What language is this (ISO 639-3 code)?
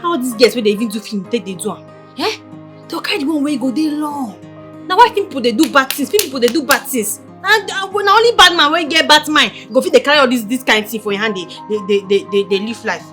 pcm